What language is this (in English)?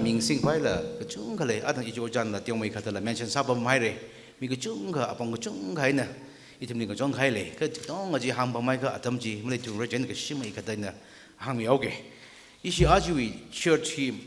Tangkhul Naga (India)